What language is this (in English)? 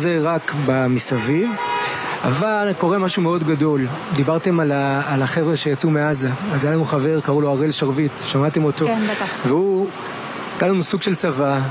Hebrew